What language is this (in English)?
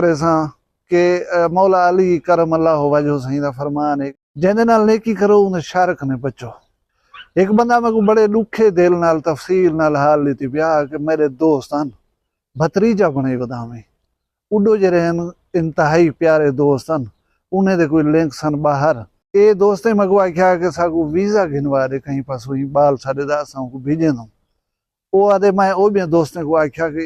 Saraiki